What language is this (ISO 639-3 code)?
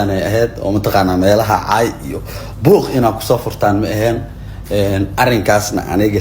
som